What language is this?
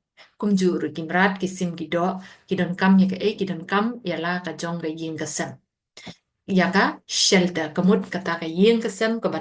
Khasi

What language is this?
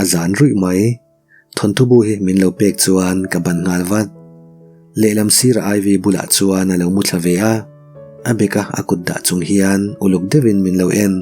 Mizo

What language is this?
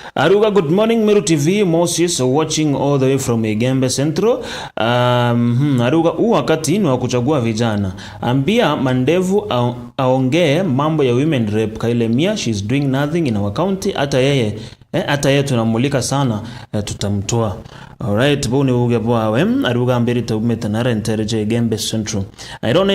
Meru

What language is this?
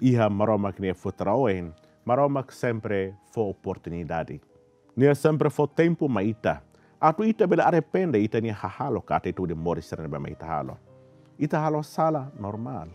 Tetum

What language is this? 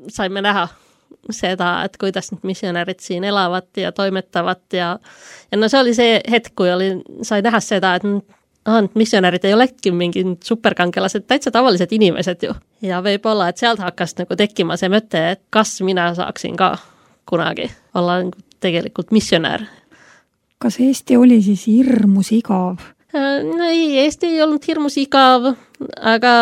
Estonian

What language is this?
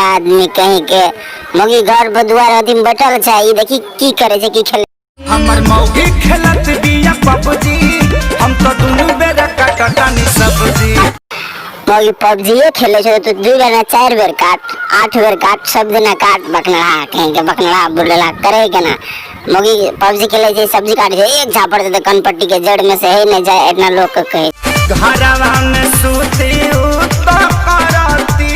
Maithili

